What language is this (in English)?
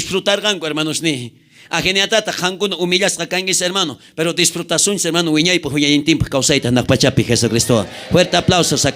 South Bolivian Quechua